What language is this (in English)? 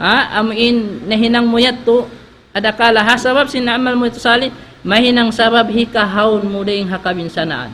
Tausug